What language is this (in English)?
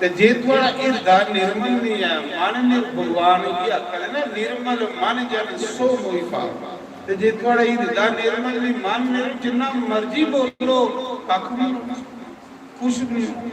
Dogri